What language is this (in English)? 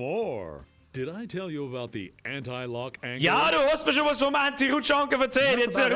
Bavarian